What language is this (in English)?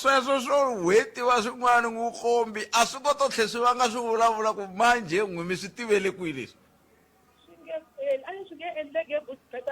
Tsonga